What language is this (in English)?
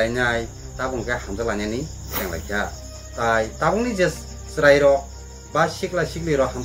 Kok Borok